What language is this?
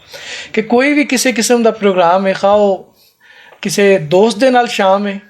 Western Panjabi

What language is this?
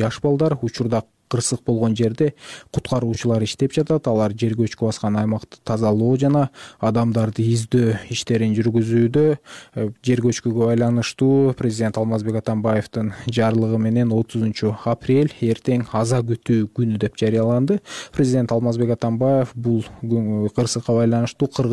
Kyrgyz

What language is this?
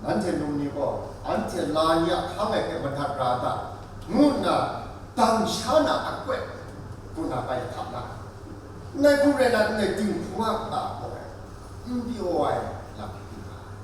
Kachin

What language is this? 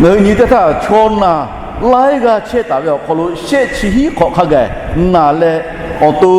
Lahu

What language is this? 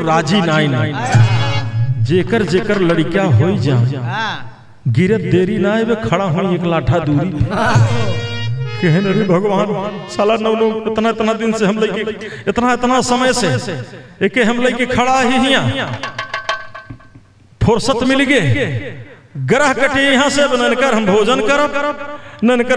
Bhojpuri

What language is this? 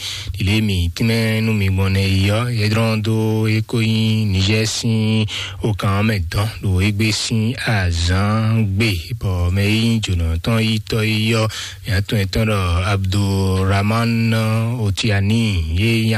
Fon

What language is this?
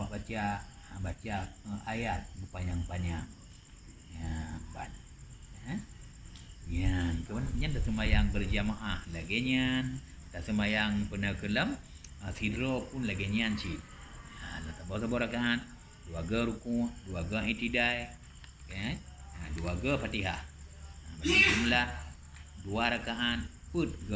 Achinese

